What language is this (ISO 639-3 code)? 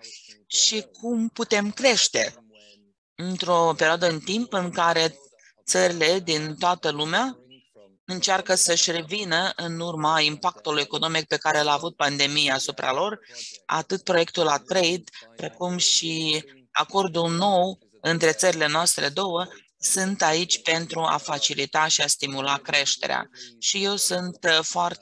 ron